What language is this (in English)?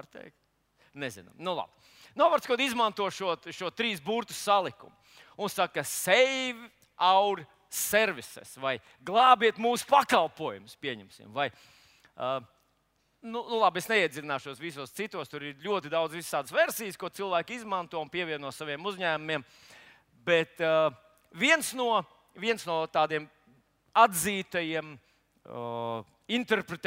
Latvian